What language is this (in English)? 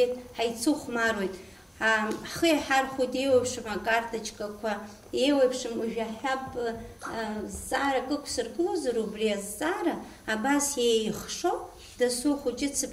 Abkhazian